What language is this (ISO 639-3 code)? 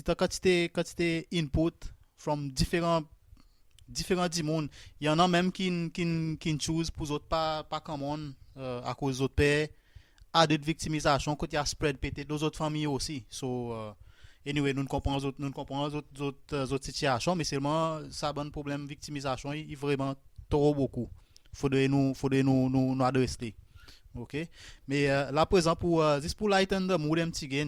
crs